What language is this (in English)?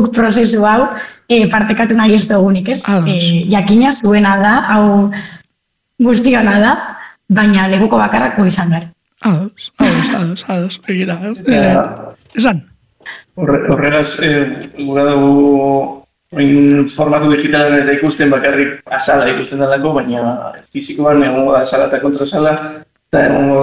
Basque